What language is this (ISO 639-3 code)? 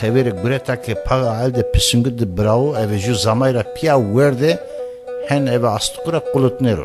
zza